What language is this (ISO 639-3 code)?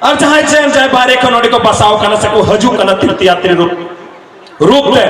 sat